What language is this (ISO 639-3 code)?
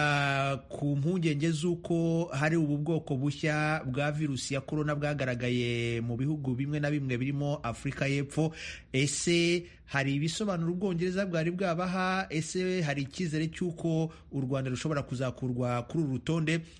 kin